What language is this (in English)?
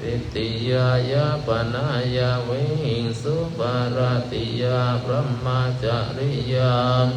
Pali